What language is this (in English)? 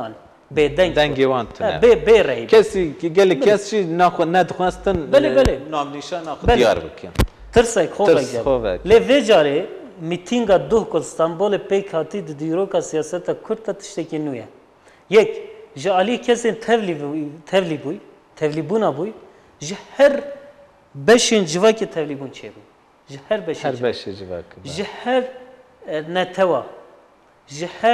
Kurdish